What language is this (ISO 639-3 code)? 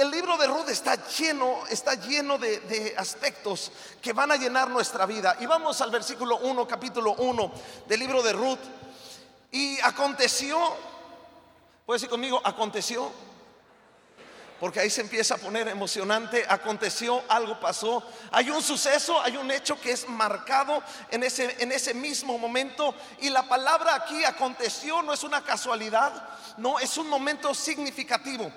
spa